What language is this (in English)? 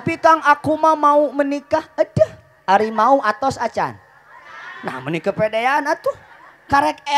Sundanese